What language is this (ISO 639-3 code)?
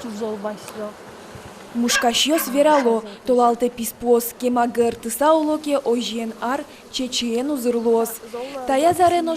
udm